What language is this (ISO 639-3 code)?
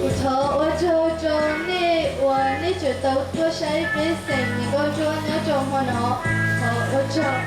hmn